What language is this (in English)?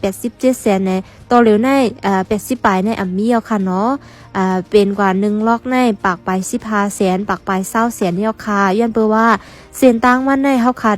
Shan